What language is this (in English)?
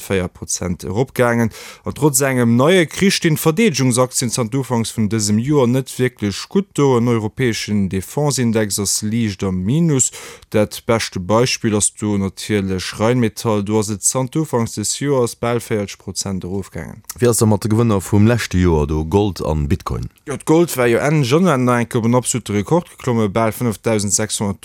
Luxembourgish